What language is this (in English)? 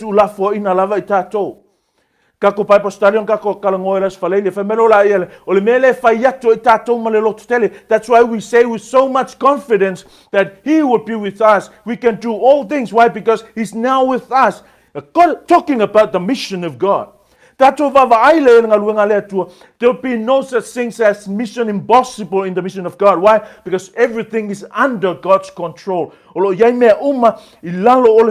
Samoan